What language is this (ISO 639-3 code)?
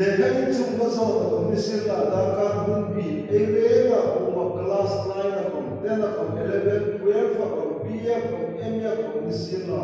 hmr